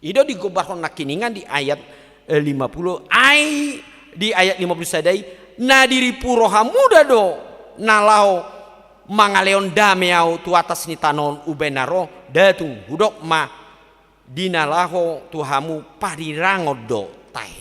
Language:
Batak Toba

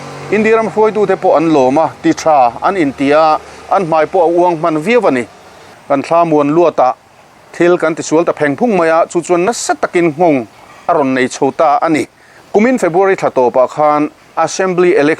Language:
Mizo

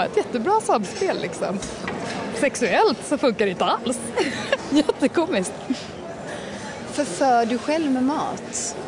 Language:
Swedish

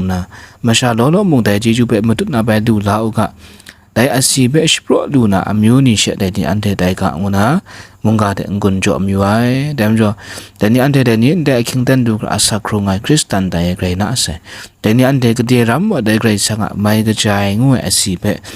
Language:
Kachin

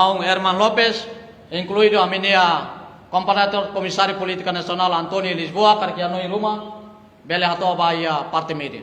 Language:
Tetum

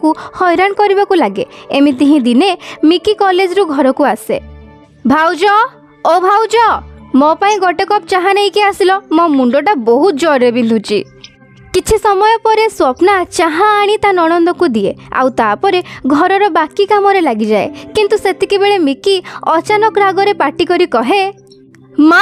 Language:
Odia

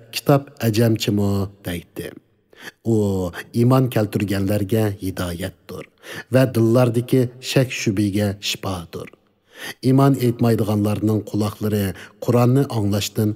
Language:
Uyghur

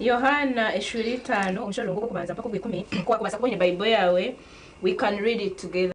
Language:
Nyankole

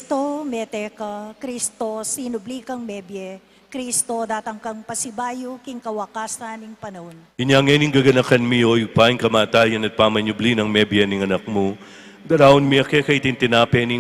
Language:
Pampanga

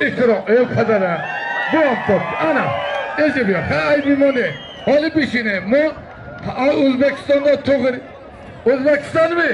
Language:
Tajik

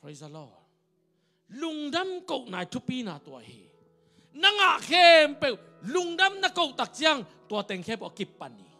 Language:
Tedim Chin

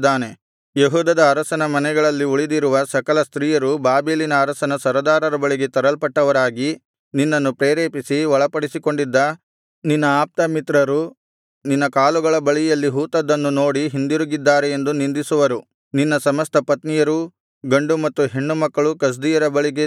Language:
Kannada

